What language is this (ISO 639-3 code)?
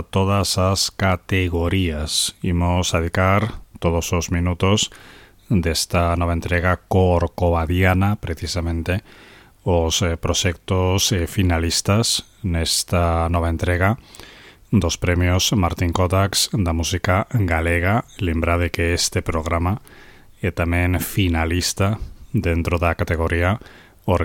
glg